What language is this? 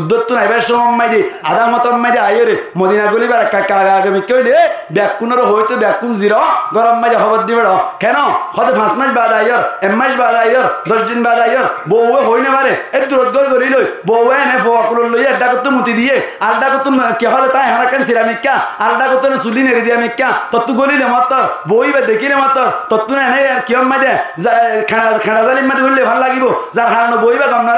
Rohingya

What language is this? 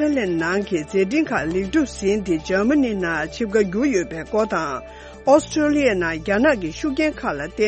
Tibetan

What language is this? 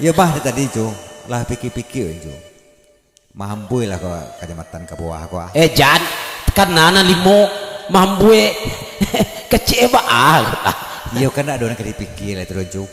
Minangkabau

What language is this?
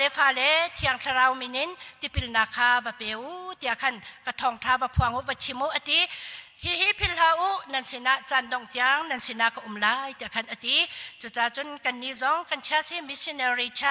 Hakha Chin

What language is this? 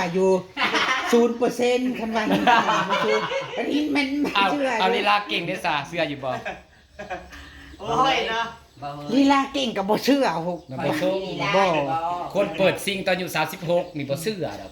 Northeastern Thai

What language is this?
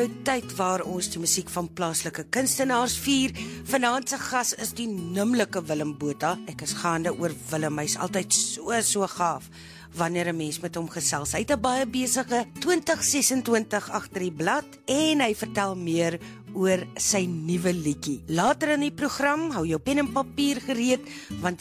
Afrikaans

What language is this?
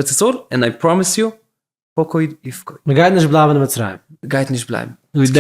Yiddish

